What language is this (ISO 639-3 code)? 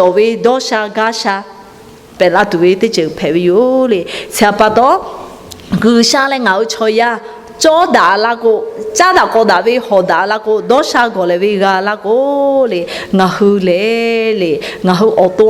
lhu